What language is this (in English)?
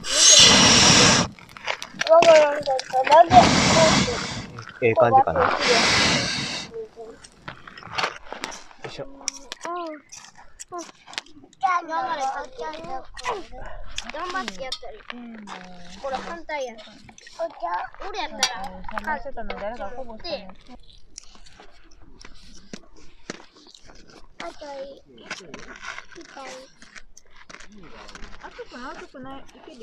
Japanese